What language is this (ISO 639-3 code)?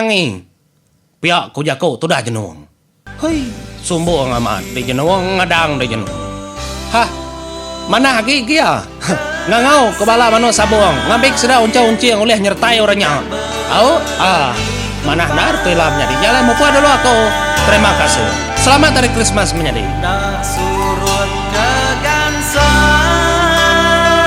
iba